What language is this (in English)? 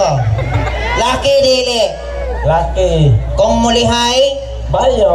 Cebuano